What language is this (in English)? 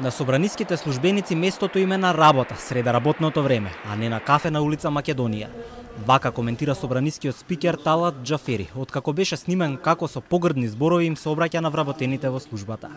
Macedonian